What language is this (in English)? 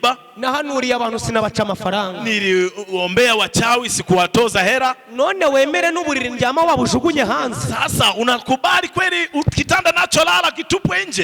Kinyarwanda